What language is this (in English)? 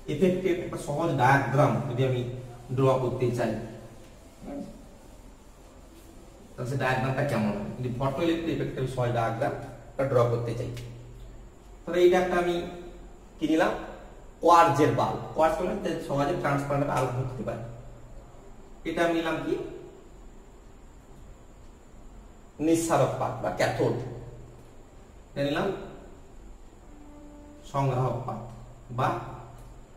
Bangla